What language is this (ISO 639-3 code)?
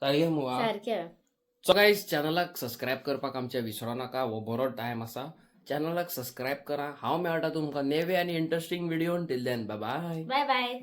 kok